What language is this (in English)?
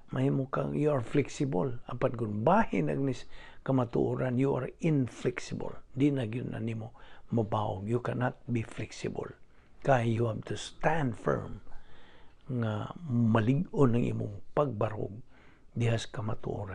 Cebuano